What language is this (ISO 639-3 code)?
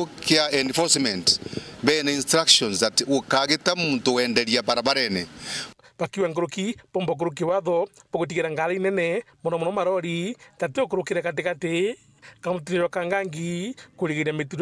mer